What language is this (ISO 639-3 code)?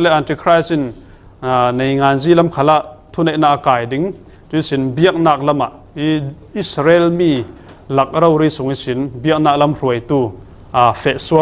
cfm